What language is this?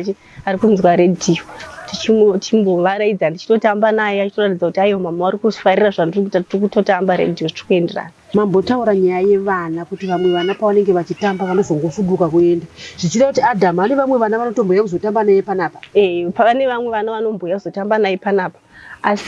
Shona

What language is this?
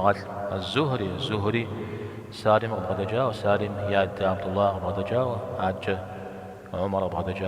Kabardian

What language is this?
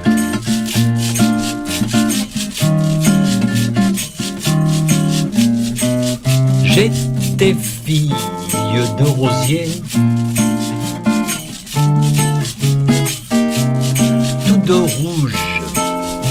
French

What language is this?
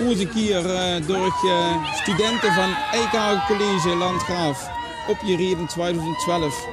Limburgish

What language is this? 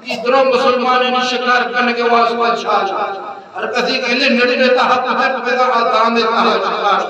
Eastern Balochi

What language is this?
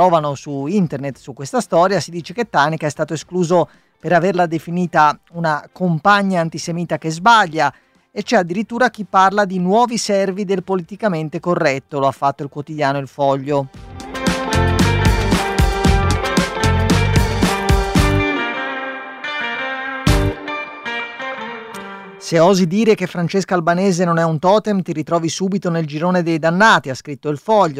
Italian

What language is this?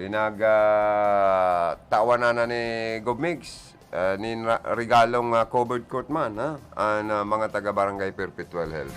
Bikol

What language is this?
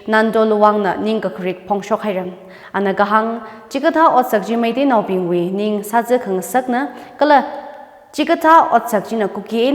Tangkhul Naga (India)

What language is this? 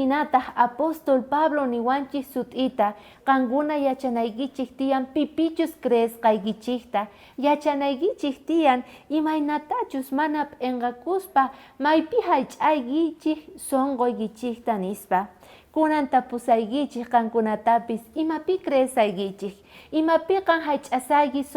South Bolivian Quechua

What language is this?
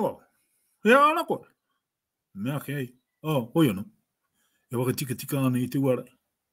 Māori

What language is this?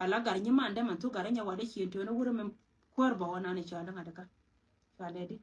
Nuer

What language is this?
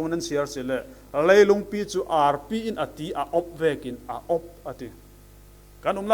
Falam Chin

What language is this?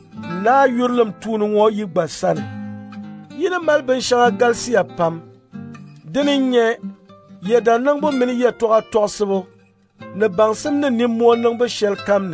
Dagbani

